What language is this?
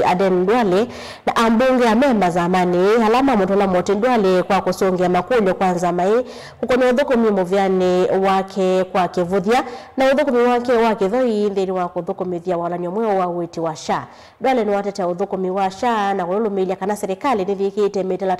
Kamba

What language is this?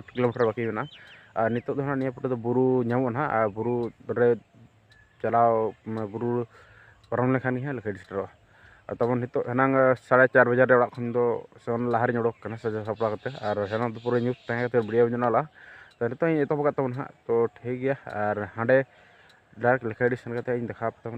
Santali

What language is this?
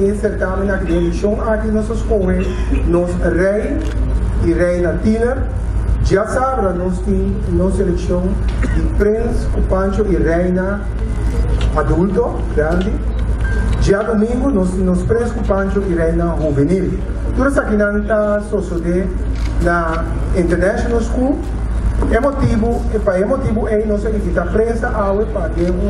Papiamento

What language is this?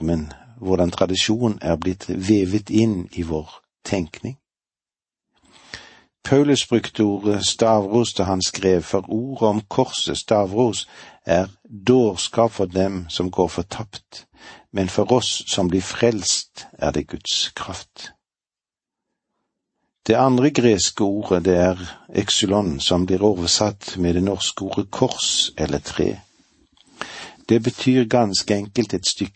Norwegian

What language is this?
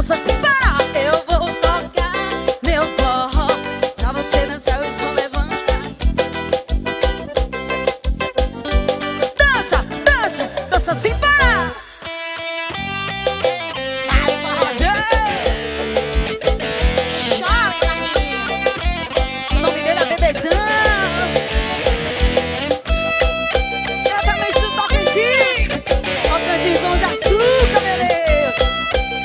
Portuguese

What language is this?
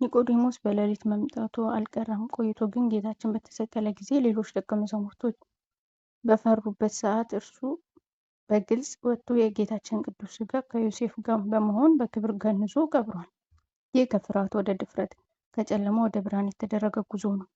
Amharic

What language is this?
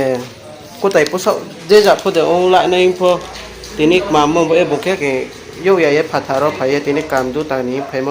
Riang (India)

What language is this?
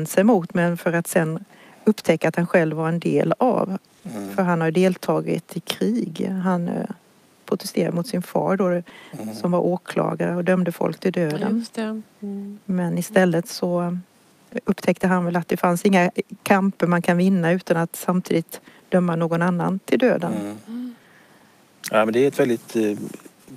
Swedish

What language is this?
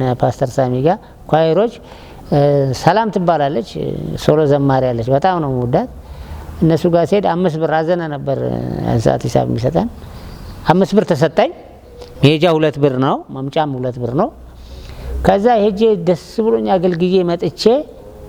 Amharic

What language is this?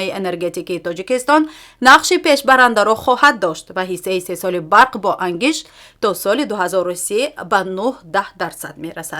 Tajik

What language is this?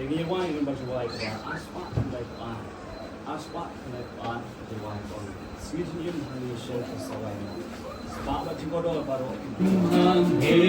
Khasi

